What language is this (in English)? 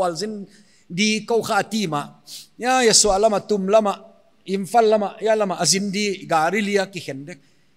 Paite Chin